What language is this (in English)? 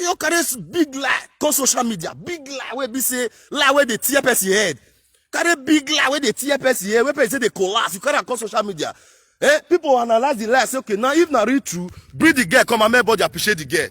Nigerian Pidgin